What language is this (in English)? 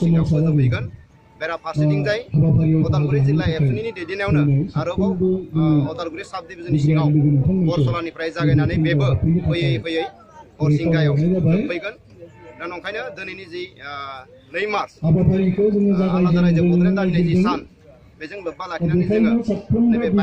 Bodo